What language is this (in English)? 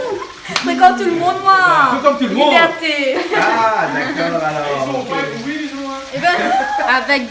Réunion Creole French